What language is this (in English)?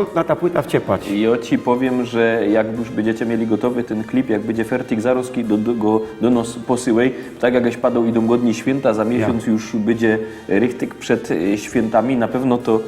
Silesian